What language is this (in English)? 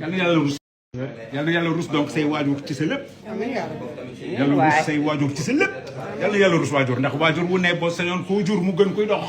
Wolof